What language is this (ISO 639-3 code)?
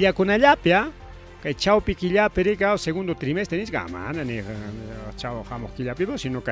quy